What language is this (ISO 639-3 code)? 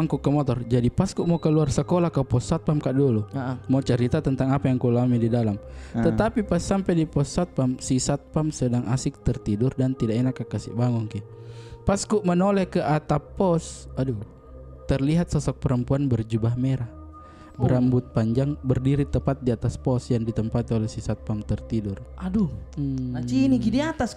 mfp